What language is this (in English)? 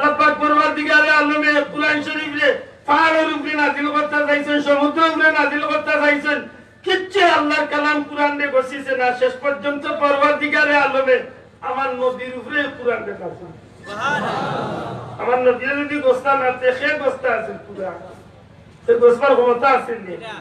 Sylheti